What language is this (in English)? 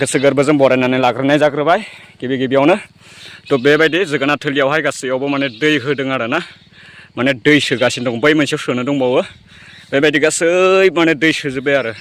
Bodo